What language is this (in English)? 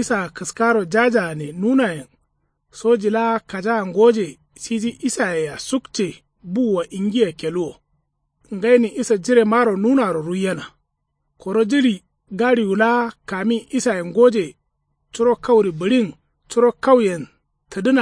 Kanuri